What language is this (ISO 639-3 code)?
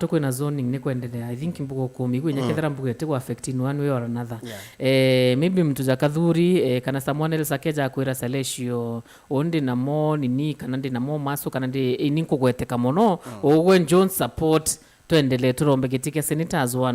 mer